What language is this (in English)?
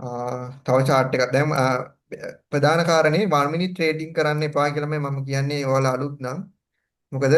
Sinhala